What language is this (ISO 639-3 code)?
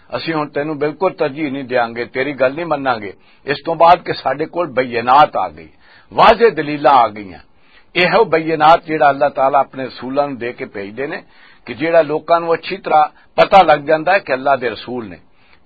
lah